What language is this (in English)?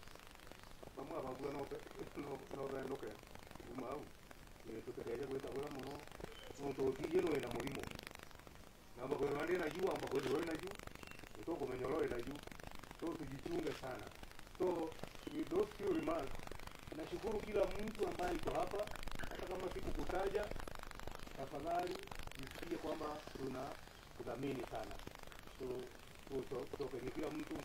Swahili